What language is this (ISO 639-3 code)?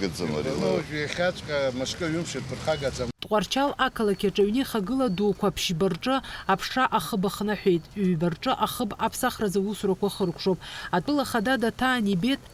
abk